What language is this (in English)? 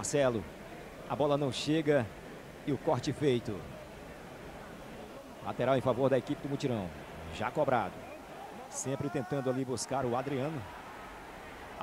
Portuguese